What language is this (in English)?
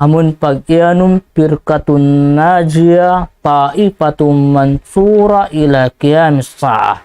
Tausug